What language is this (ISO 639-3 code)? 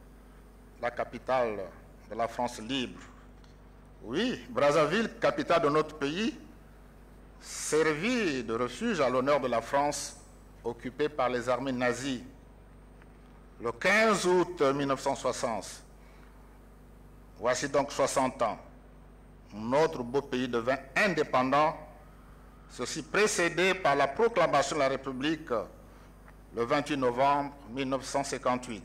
fra